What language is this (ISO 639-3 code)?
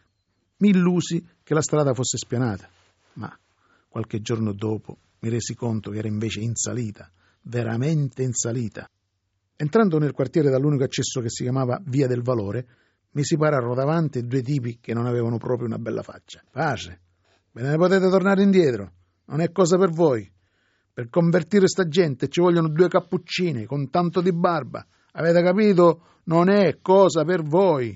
ita